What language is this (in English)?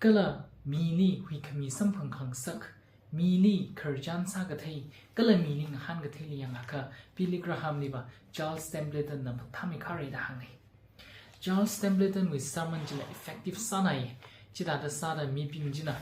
Tangkhul Naga (India)